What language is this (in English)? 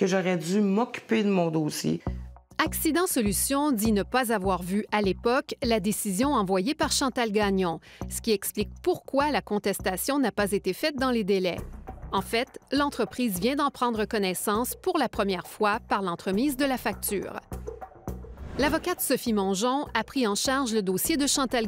French